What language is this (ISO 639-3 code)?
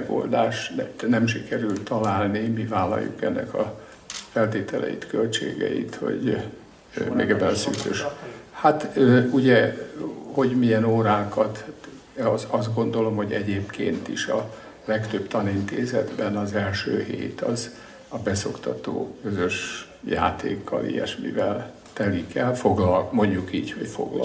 hun